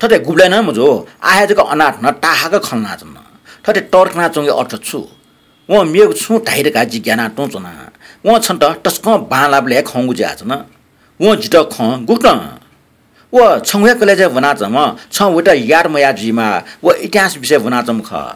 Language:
Newari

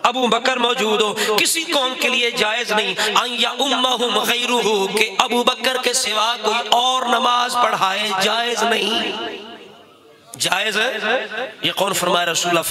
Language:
Urdu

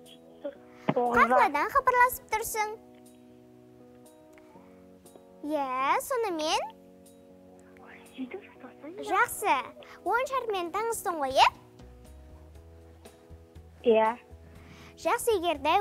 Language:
Kazakh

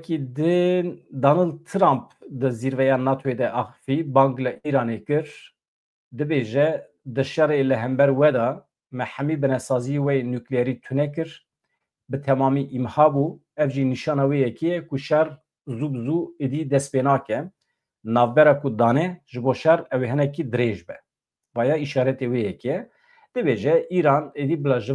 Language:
Kurdish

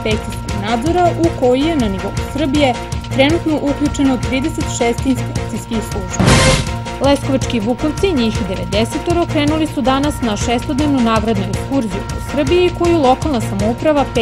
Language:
Serbian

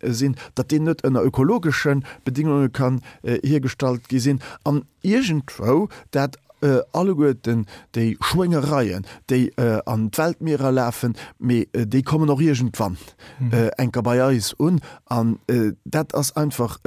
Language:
Luxembourgish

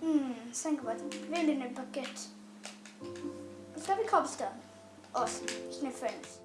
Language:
Welsh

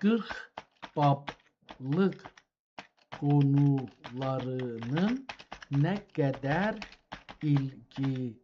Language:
South Azerbaijani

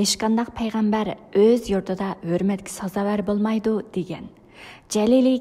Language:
Uyghur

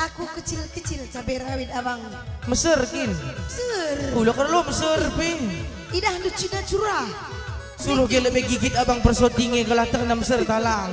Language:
Batak Karo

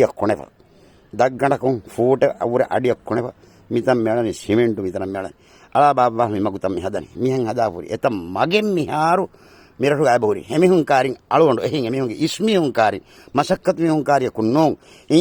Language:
Divehi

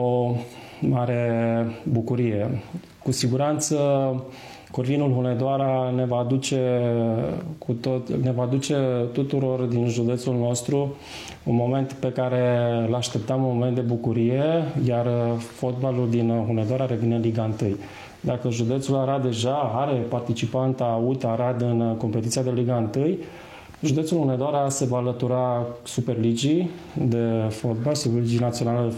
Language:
Romanian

